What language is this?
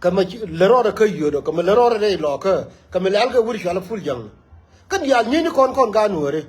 Nuer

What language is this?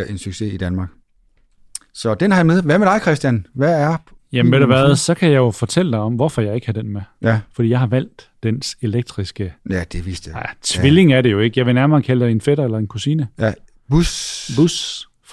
Danish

